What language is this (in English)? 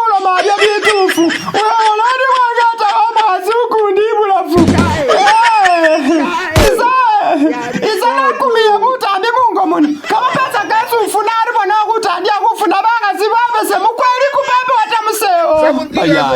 Masaaba